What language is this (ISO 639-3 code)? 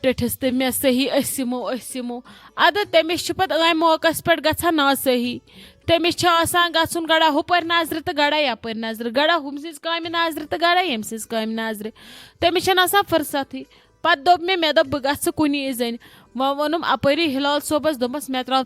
kas